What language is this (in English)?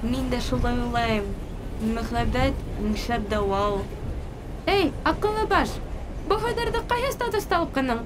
Bashkir